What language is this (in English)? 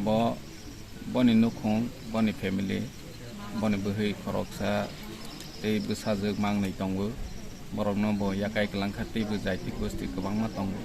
Kok Borok